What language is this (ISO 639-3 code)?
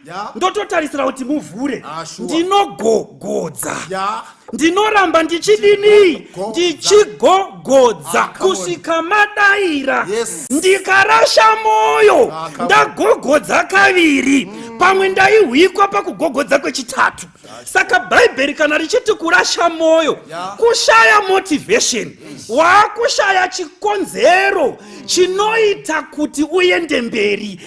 sna